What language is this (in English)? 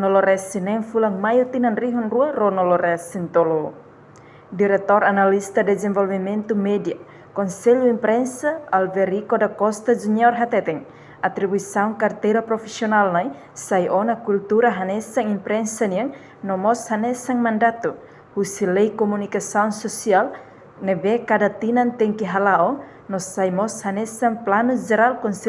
Tetum